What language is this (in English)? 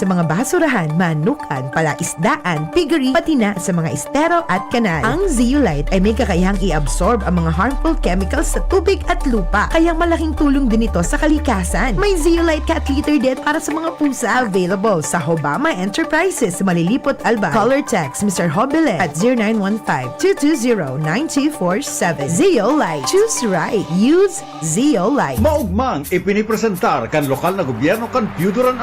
Bikol